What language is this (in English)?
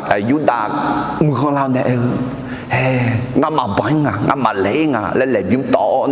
Akha